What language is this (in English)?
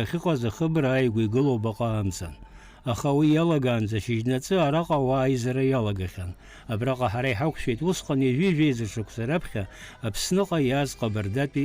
Abkhazian